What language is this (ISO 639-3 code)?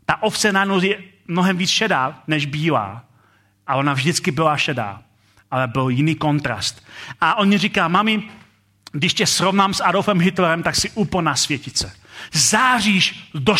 ces